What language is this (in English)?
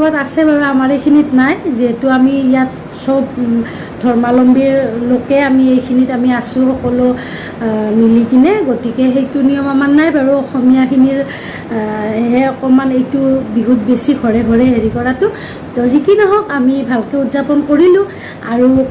Assamese